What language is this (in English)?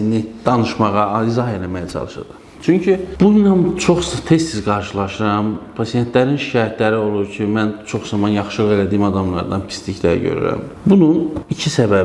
Azerbaijani